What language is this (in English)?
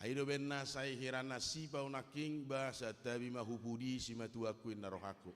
Batak Toba